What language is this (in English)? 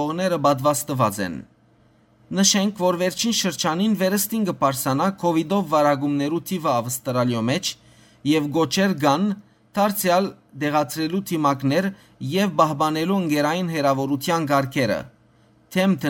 Western Armenian